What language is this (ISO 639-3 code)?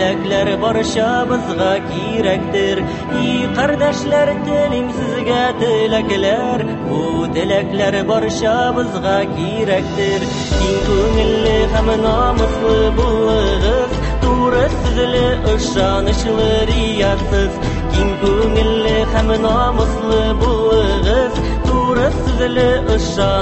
tat